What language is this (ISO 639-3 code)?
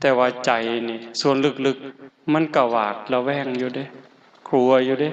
tts